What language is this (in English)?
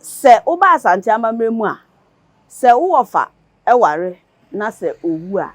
Akan